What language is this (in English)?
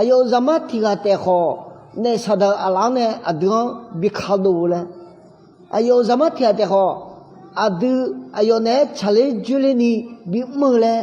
Akha